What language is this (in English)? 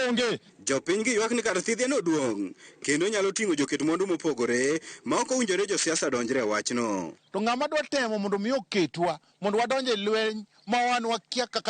Luo (Kenya and Tanzania)